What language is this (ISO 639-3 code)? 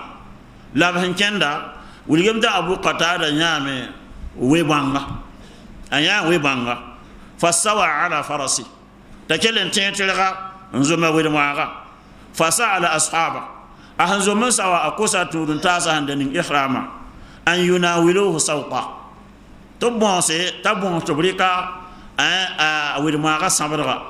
mos